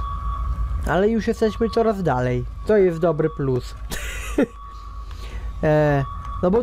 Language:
Polish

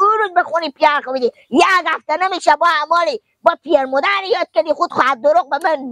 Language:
Persian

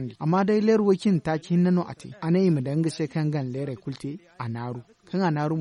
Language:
Zarma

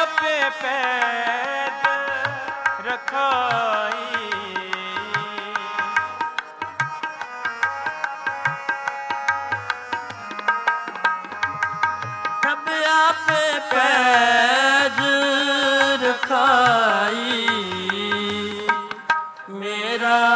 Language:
Punjabi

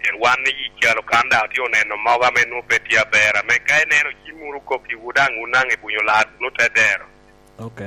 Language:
Lango (Uganda)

